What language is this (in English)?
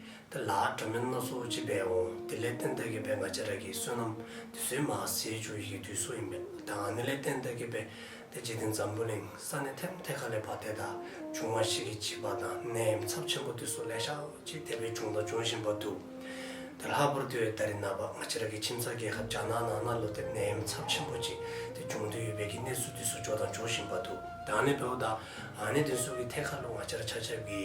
Dzongkha